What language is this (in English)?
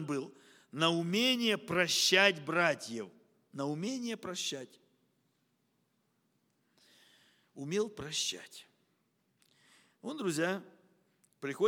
Russian